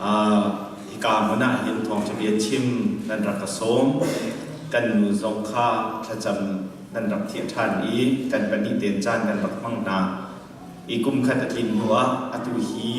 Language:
Hakha Chin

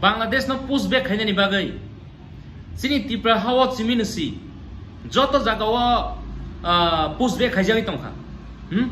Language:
Kok Borok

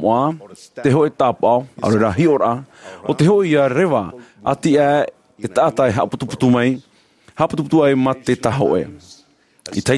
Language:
Tahitian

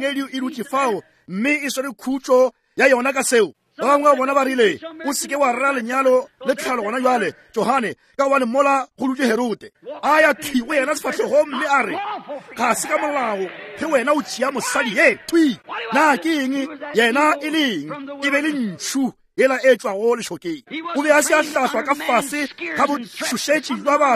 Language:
Northern Sotho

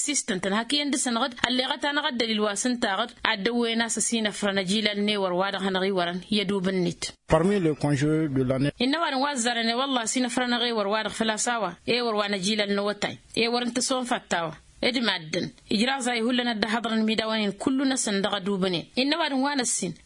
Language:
Tamasheq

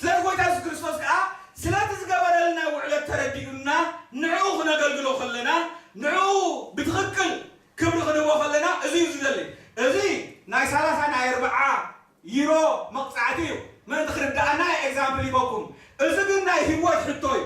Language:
Tigrinya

